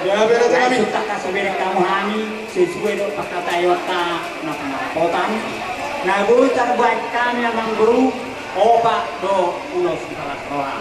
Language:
Batak Toba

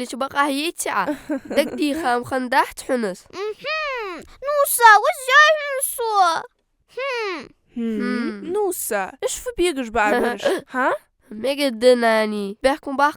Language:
Ingush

